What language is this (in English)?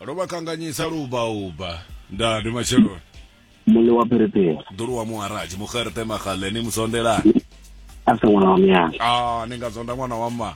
Venda